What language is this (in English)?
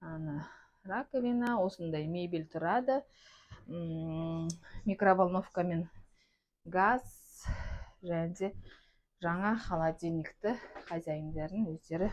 Kazakh